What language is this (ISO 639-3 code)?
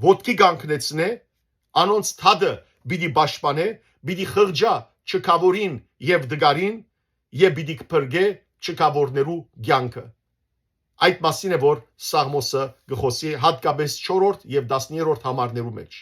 hyw